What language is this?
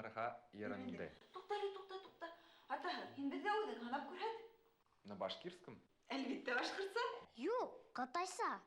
Bashkir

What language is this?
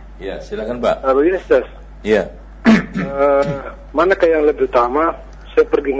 Indonesian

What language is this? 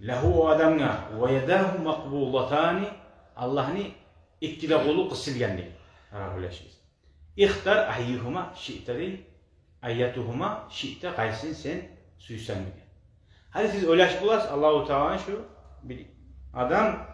Kumyk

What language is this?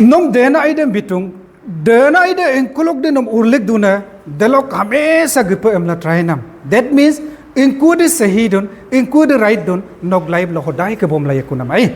Adi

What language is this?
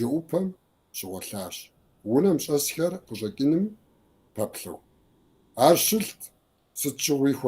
Kabardian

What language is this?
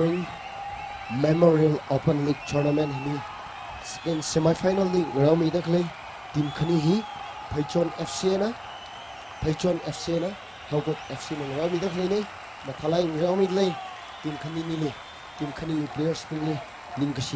Tangkhul Naga (India)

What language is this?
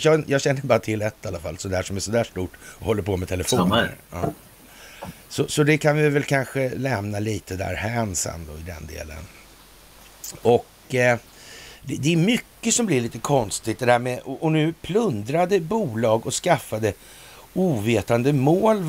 Swedish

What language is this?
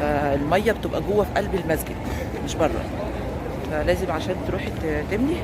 Egyptian Arabic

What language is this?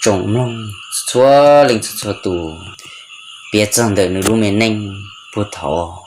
Hmong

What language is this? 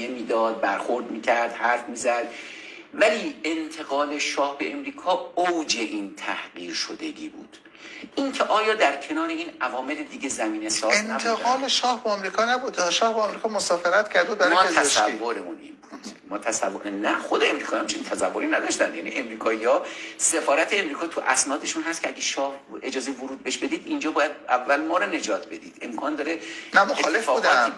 Persian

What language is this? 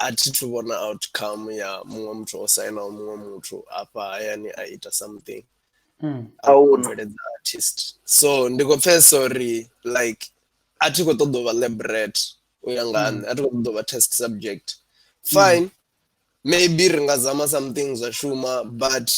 Venda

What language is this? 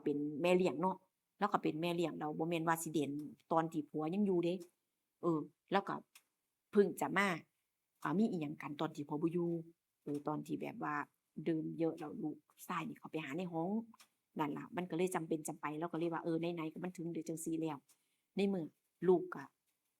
Northeastern Thai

